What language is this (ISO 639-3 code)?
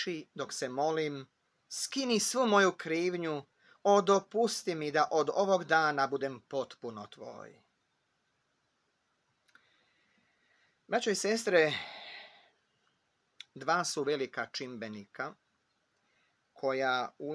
hrv